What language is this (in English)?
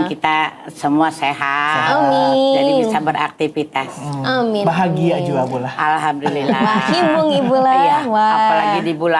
Banjar